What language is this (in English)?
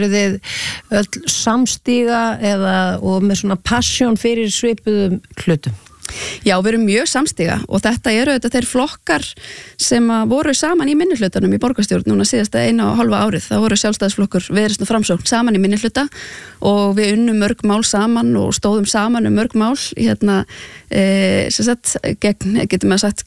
Icelandic